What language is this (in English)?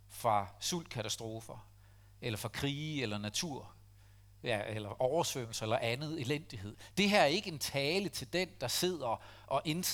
Danish